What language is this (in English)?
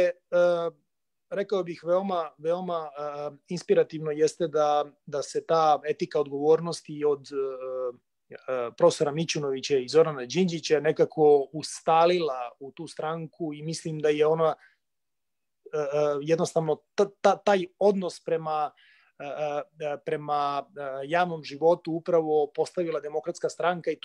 Serbian